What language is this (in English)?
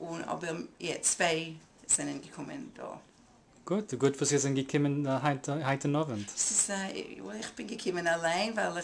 Yiddish